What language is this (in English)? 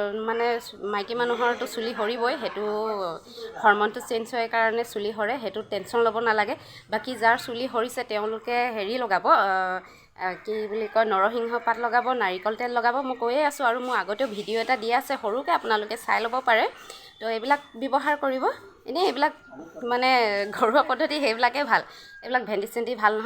Assamese